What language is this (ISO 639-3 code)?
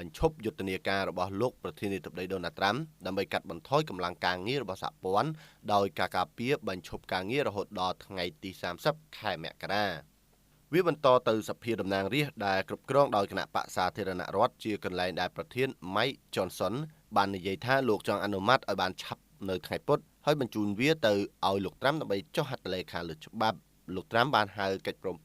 khm